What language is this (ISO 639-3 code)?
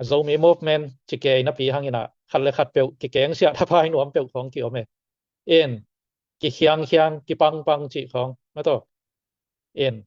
ctd